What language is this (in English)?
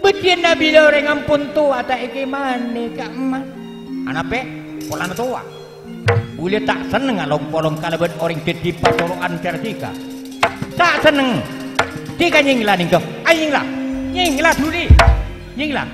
Madurese